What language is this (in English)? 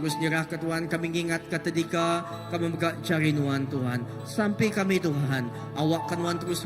Iban